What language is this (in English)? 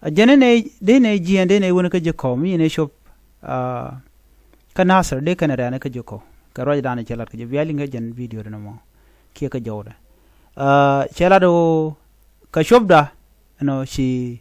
Nuer